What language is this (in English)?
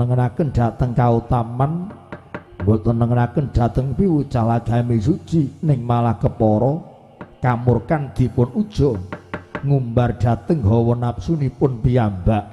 Javanese